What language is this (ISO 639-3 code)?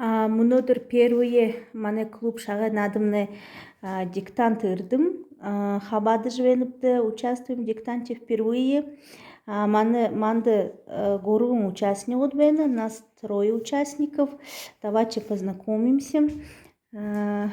bua